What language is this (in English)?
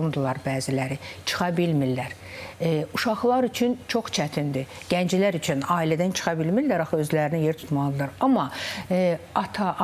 Azerbaijani